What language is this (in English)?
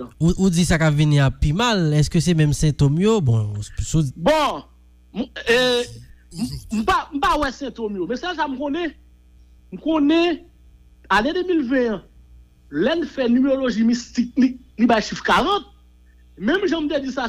Haitian Creole